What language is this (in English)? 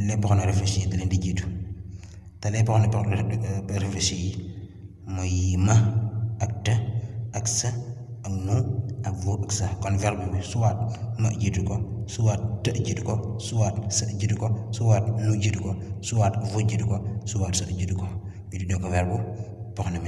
Wolof